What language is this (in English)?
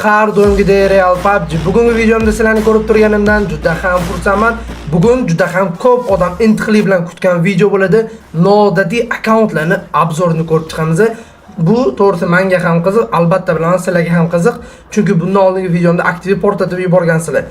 Uzbek